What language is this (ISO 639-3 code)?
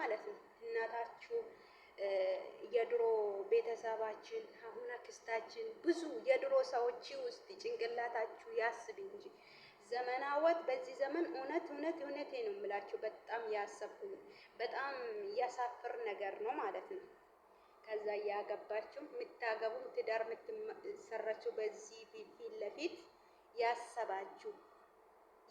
amh